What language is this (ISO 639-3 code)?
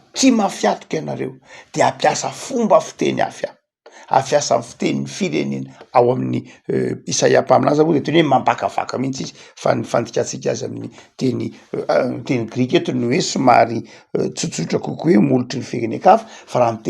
mlg